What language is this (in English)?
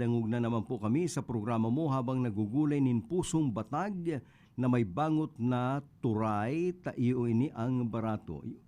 Bikol